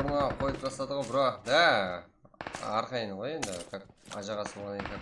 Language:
Kara-Kalpak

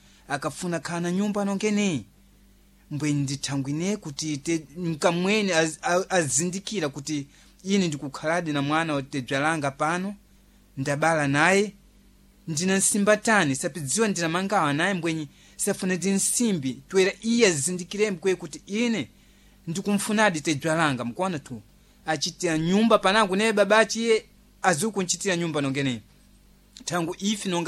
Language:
Sena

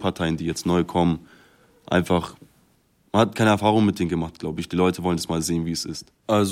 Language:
German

